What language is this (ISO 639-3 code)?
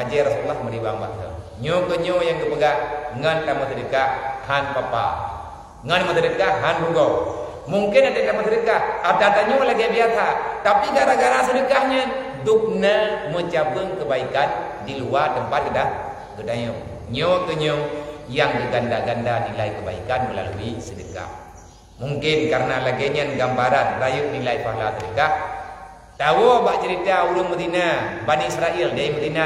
ace